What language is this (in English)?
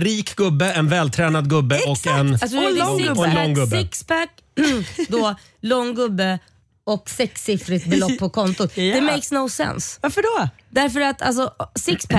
Swedish